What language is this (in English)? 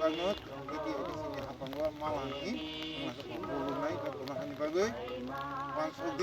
Riang (India)